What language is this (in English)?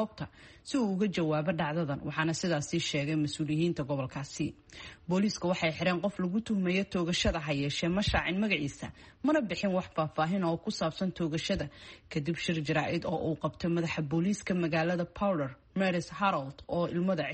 Somali